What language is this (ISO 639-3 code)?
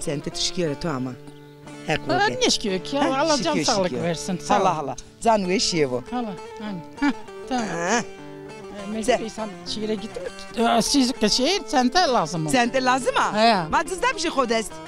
zza